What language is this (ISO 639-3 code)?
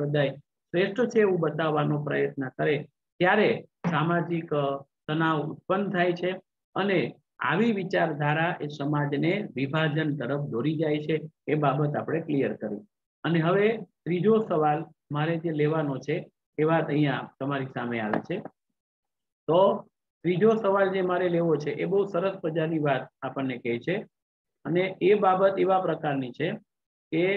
guj